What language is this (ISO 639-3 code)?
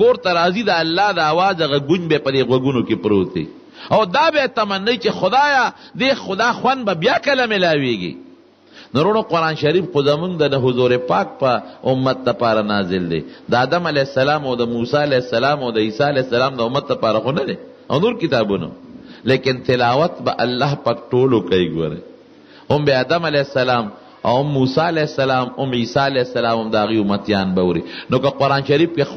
pus